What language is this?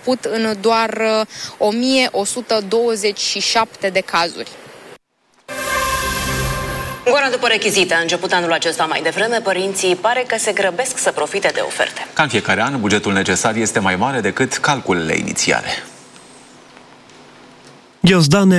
Romanian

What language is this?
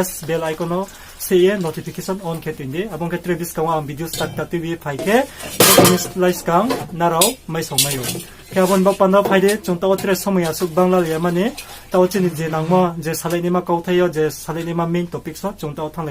Riang (India)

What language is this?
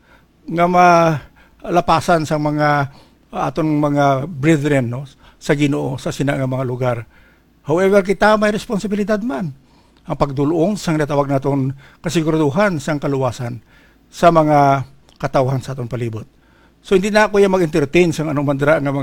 Hiligaynon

